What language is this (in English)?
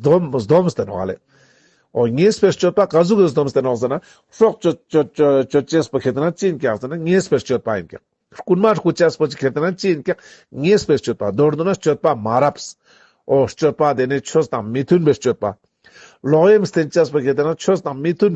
Ladakhi